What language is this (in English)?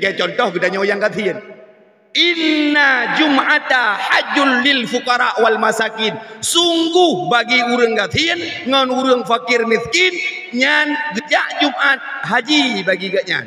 Achinese